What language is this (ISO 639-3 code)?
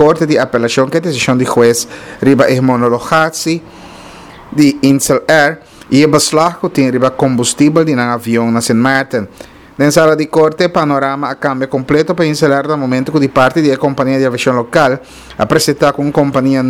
pap